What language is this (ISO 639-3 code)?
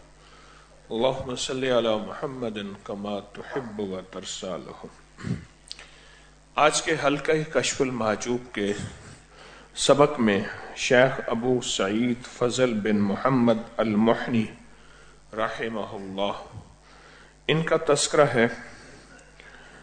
urd